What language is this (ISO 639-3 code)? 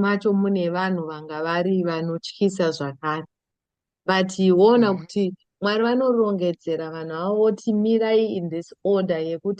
sna